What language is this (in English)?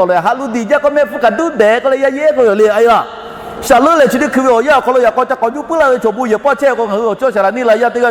Lahu